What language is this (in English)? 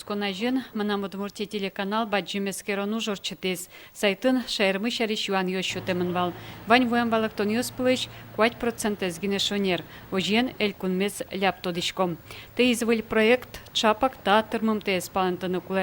Udmurt